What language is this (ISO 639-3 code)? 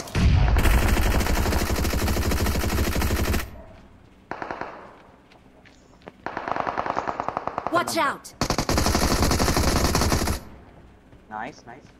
hin